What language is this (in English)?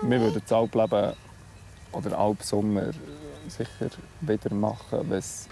Swiss German